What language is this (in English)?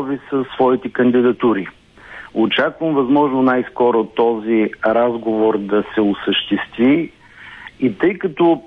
Bulgarian